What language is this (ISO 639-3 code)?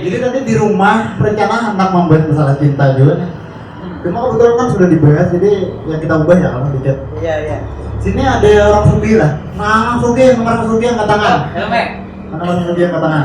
bjn